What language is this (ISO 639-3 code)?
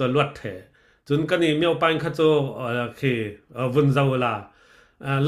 cfm